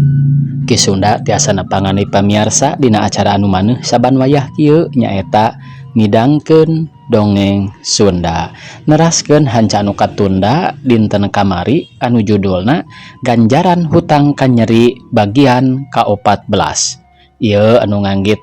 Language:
Sundanese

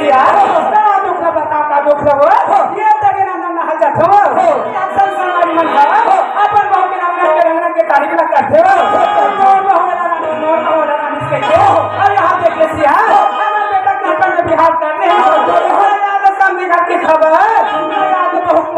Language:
Chhattisgarhi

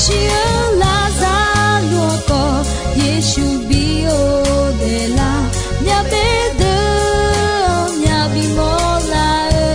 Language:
Akha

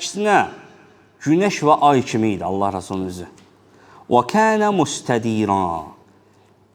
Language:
Azerbaijani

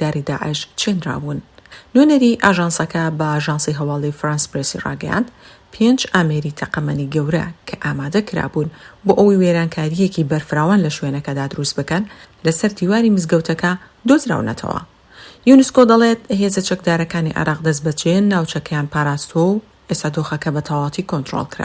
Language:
Central Kurdish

